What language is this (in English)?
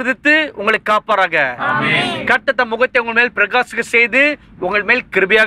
Tamil